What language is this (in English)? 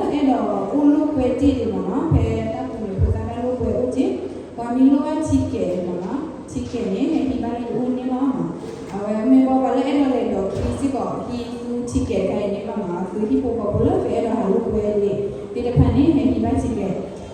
S'gaw Karen